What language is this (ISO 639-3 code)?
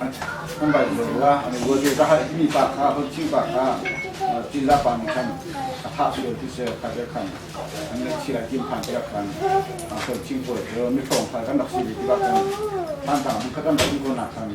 cnh